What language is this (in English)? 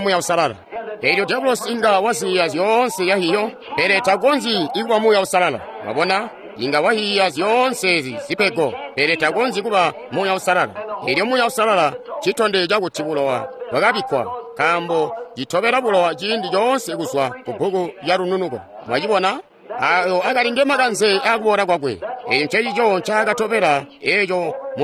Tonga (Zambia)